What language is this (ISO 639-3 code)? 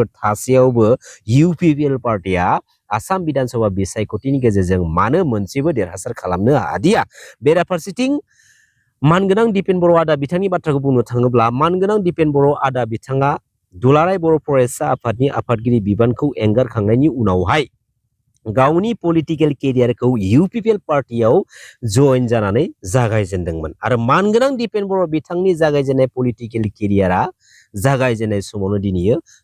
brx